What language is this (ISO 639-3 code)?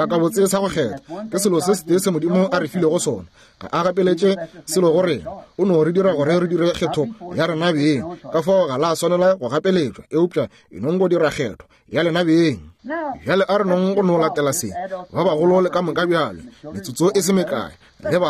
nso